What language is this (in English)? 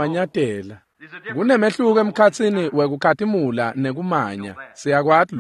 Swati